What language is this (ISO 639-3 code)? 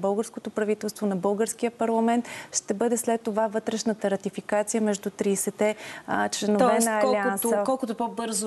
bul